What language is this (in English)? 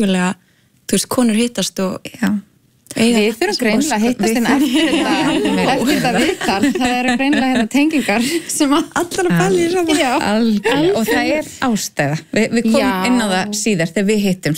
Icelandic